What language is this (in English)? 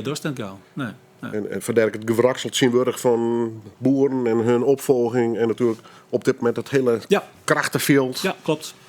Western Frisian